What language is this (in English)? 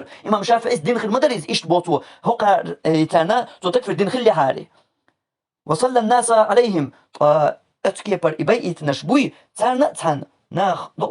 Chechen